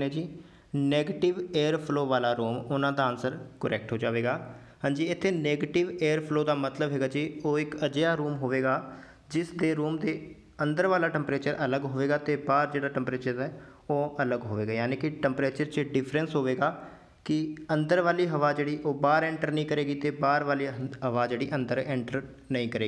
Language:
Punjabi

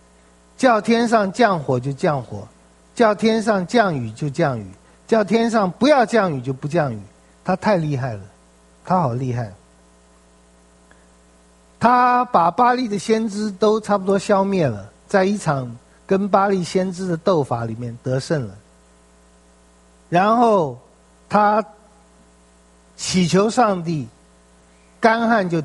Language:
Chinese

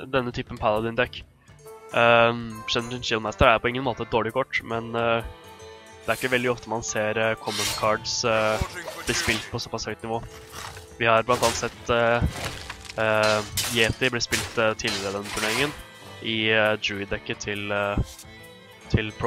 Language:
Norwegian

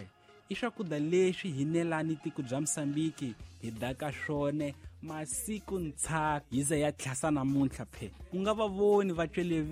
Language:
Tsonga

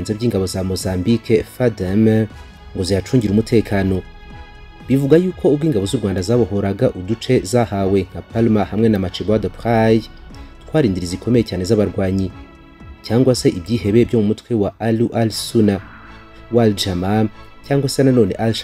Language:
Kinyarwanda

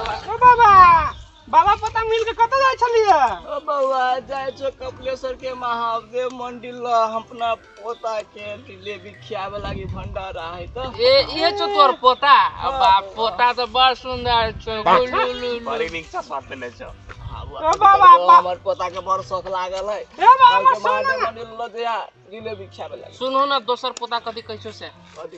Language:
Maithili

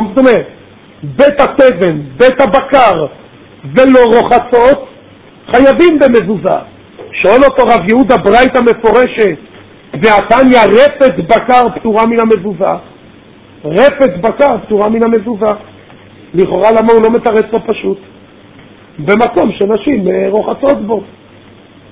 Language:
Hebrew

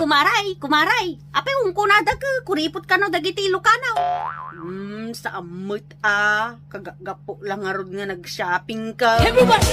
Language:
Iloko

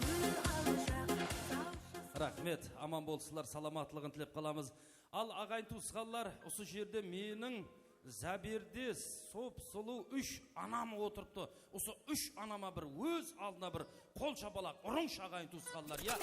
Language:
Kara-Kalpak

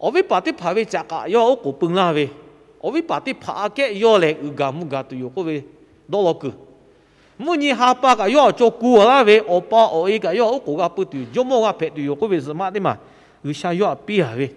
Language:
Lahu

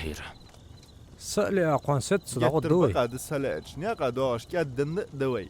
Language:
Ingush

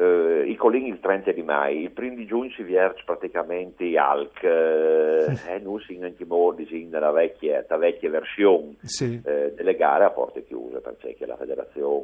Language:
Friulian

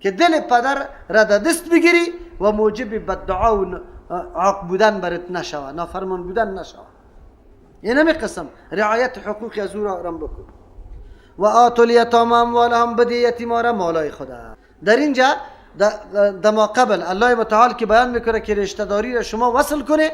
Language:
Persian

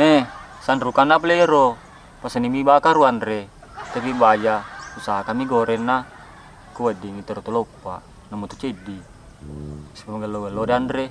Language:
Buginese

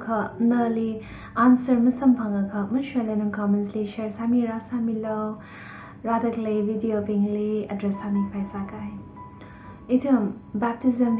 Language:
Tangkhul Naga (India)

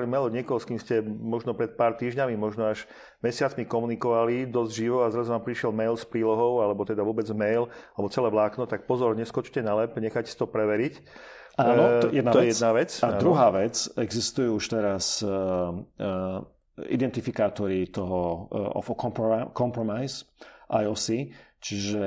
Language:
Slovak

